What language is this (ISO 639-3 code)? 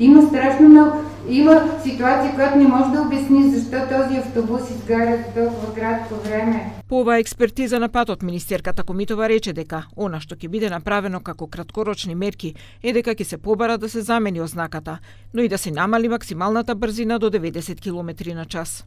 mkd